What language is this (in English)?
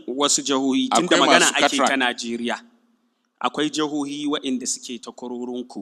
Hausa